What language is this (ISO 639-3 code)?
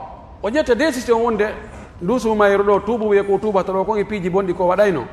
fuf